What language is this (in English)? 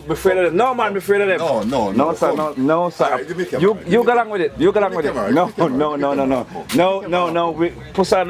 Jamaican Creole English